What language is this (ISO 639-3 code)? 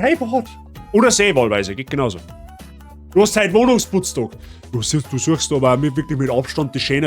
bar